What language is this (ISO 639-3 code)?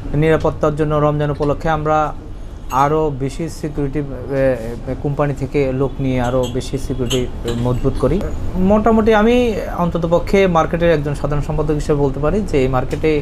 ben